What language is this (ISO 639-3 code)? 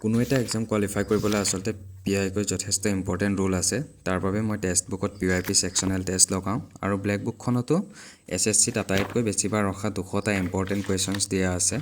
asm